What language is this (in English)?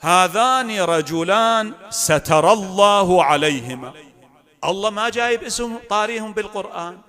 Mesopotamian Arabic